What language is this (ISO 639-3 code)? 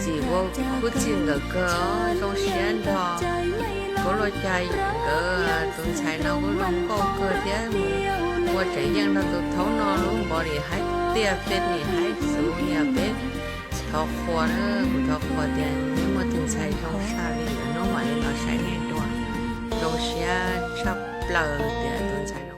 hmn